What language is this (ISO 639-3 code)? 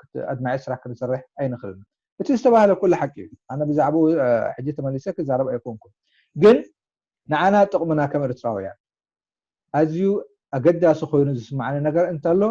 tir